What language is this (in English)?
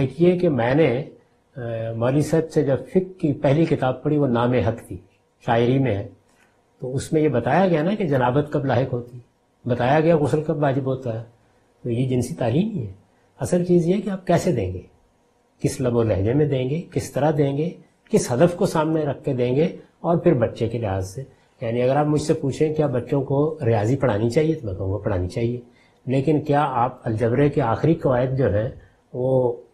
Urdu